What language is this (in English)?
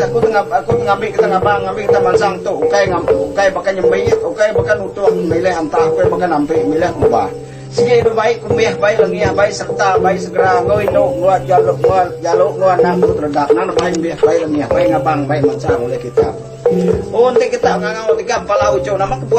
Iban